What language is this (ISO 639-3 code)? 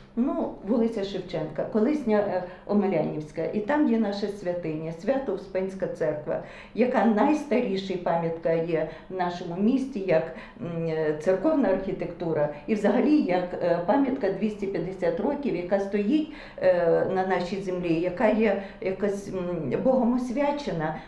ukr